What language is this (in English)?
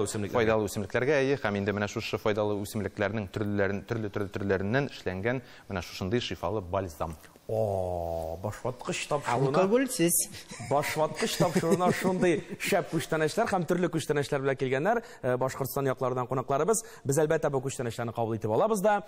Tatar